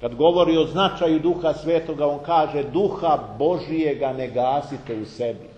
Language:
Serbian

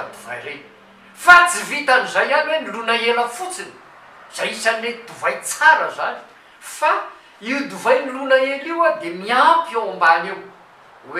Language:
Malagasy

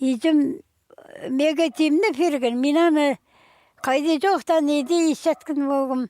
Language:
Khakas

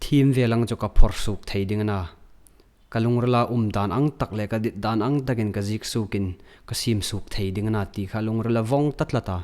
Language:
Hmar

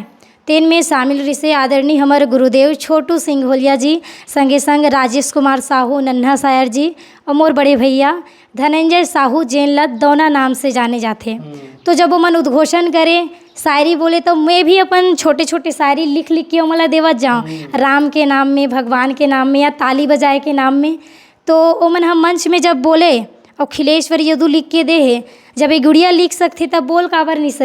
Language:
Chhattisgarhi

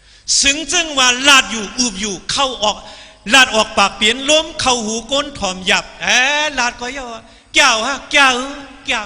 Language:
Shan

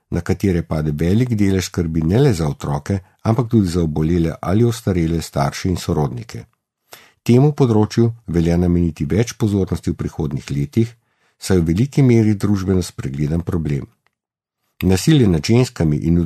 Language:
Slovenian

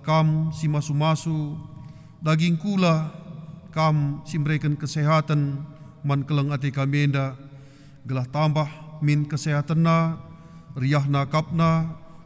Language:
Batak Karo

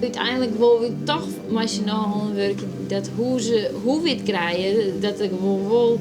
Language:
Western Frisian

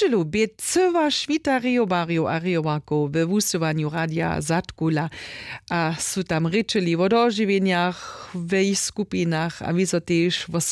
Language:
Upper Sorbian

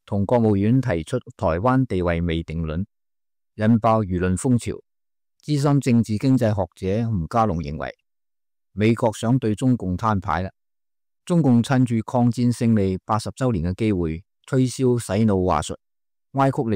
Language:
Cantonese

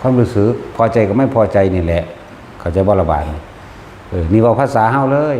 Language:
Northeastern Thai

